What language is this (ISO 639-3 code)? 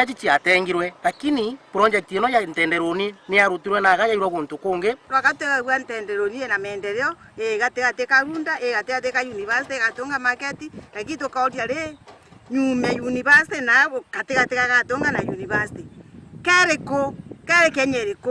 mer